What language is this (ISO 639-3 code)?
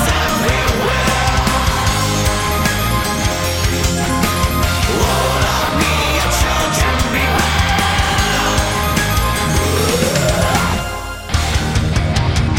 eus